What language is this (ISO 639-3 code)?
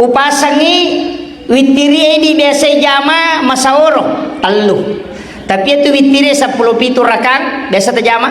bug